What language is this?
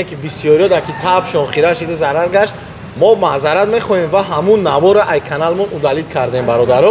Tajik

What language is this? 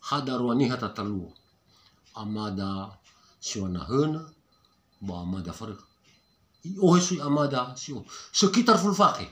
Nias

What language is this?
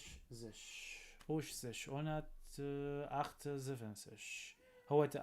North Levantine Arabic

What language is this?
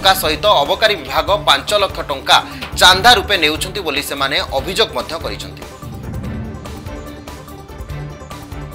Odia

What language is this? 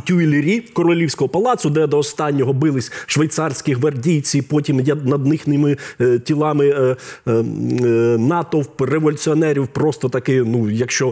Ukrainian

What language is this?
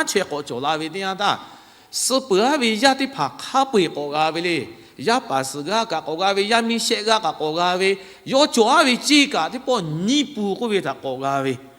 Lahu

